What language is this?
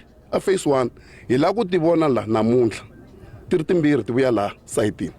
Tsonga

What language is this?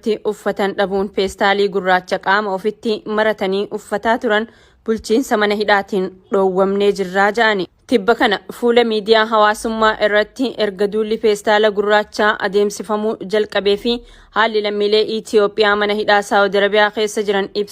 Oromo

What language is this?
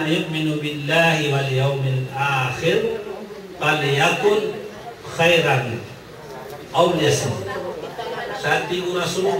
Maranao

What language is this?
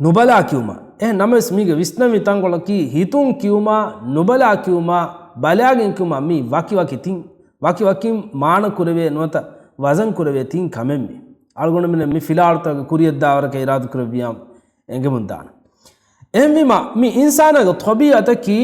Divehi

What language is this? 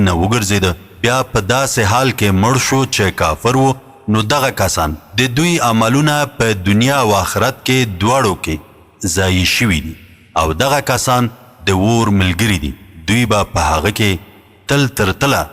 Pashto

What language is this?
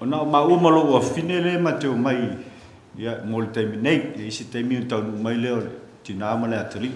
Samoan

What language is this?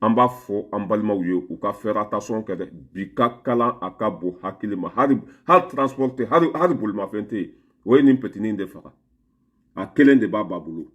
Bambara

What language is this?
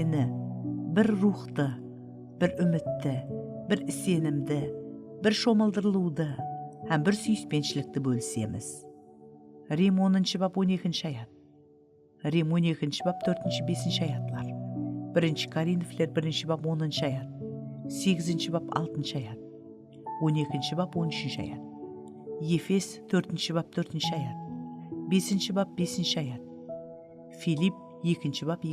Kara-Kalpak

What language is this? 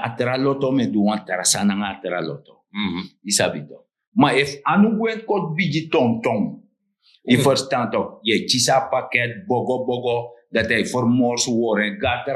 Sranan Tongo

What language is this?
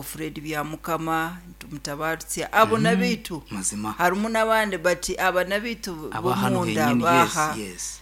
Nyankole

